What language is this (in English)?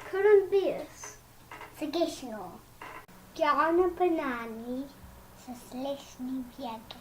Irish